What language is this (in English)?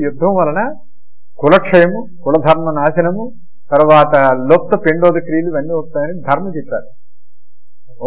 Telugu